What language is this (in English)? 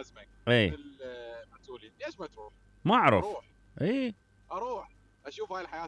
Mesopotamian Arabic